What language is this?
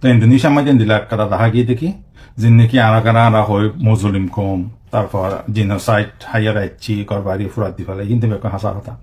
Rohingya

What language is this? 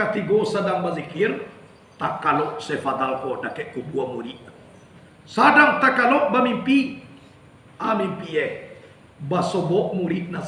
Minangkabau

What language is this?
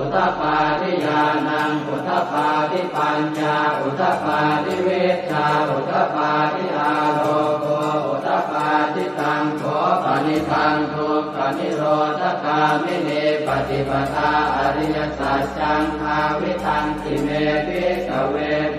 Pali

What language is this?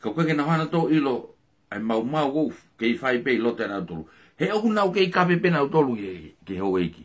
Tongan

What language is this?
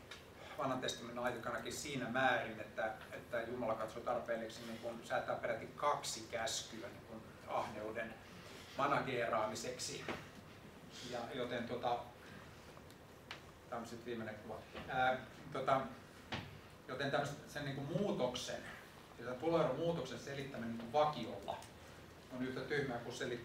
Finnish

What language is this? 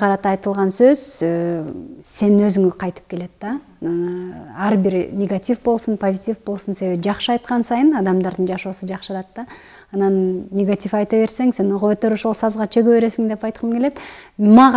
Kyrgyz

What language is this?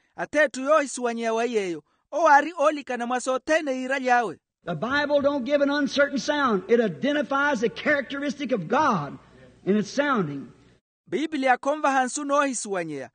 Makhuwa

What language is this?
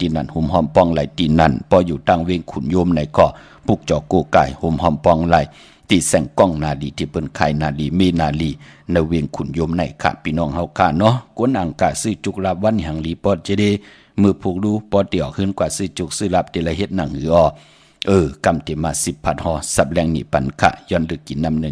Shan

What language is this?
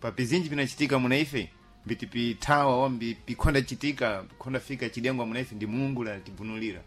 Sena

